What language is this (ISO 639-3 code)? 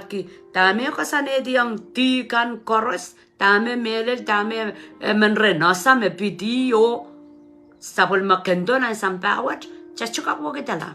pon